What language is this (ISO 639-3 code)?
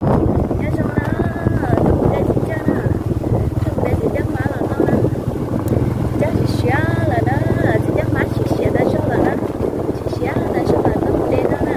hmn